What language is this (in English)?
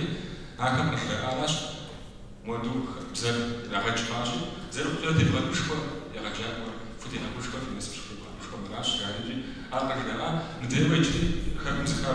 Kabardian